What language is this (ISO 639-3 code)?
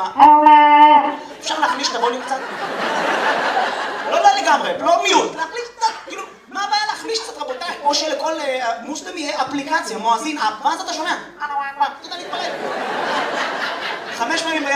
heb